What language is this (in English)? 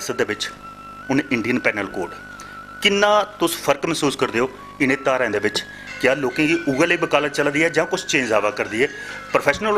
Dogri